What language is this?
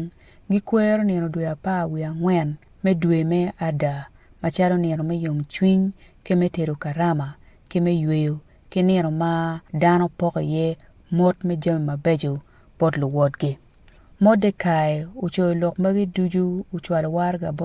Acoli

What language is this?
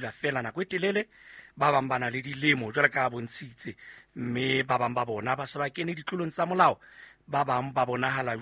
Southern Sotho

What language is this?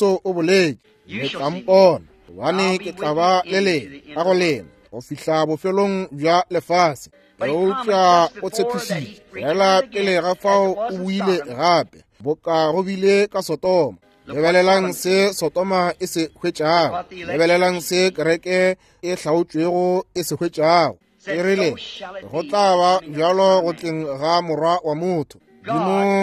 Northern Sotho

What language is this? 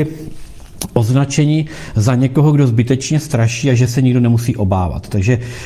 Czech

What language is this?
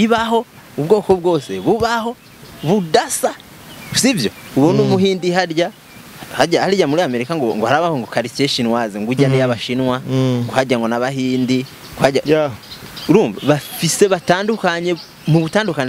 Rundi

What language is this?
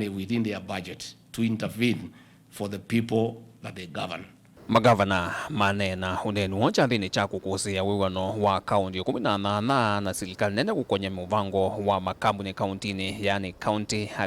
Kamba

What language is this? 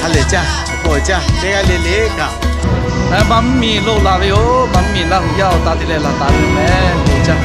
Lahu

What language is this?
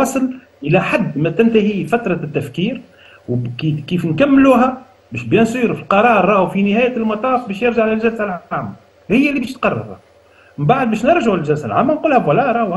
Tunisian Arabic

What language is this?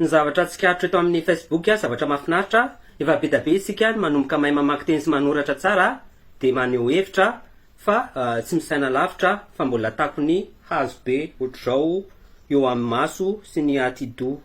Malagasy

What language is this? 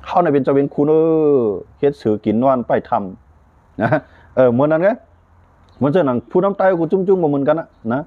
Shan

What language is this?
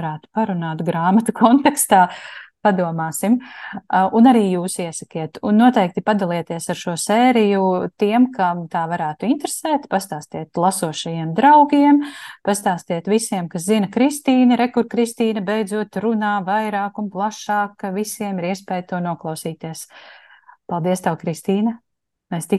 Latvian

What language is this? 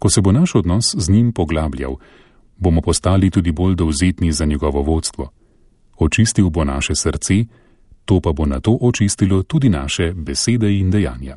Slovenian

